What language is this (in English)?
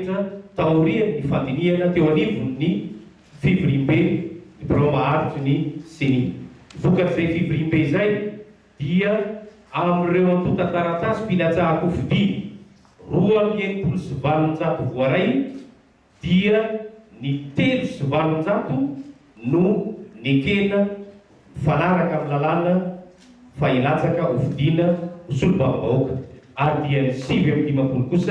Malagasy